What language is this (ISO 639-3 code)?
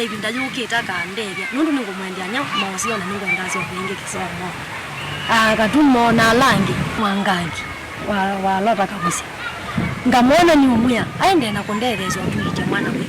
kam